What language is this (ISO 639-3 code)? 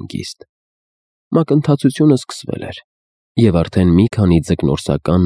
hye